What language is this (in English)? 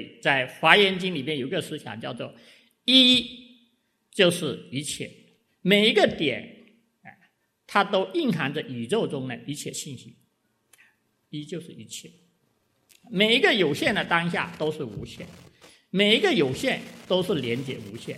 Chinese